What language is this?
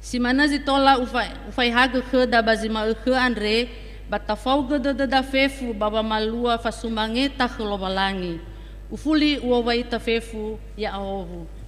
Nias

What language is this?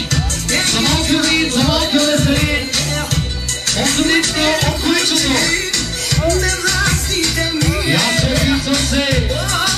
Bulgarian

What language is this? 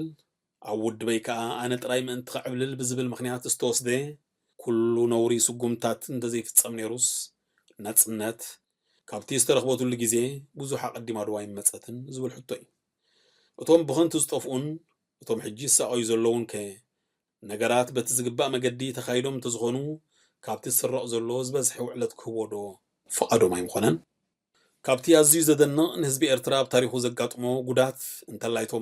Tigrinya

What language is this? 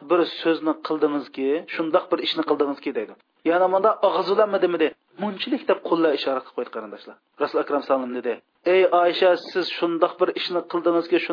Uyghur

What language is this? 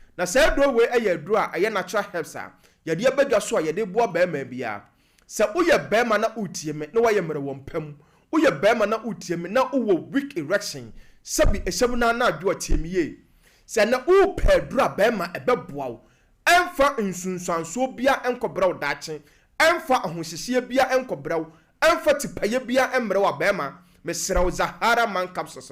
Akan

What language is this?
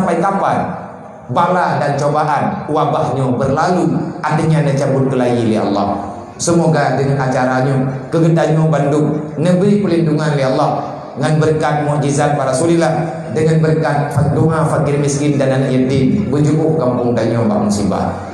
Achinese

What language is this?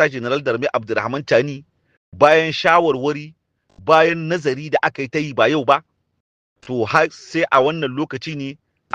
Hausa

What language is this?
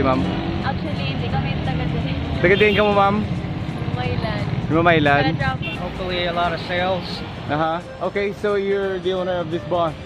Hiligaynon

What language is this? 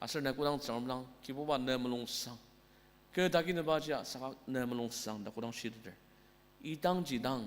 Ao Naga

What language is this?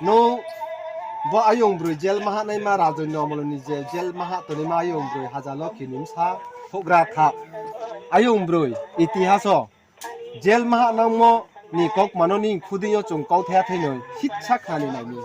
Riang (India)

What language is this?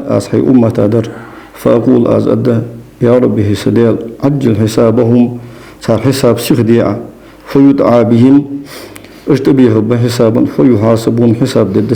Ingush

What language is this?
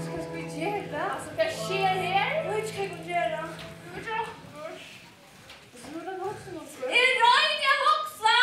Faroese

